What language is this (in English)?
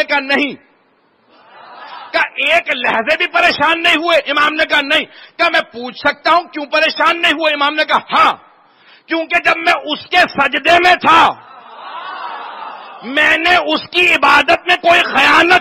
Urdu